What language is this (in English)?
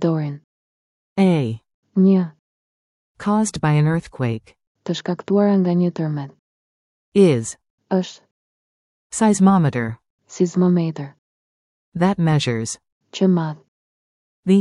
Albanian